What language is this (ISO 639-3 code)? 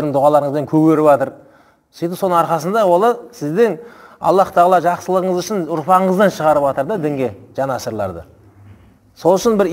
kaz